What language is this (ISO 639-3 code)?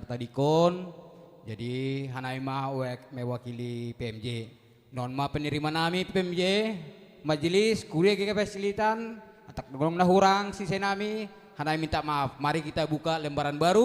bts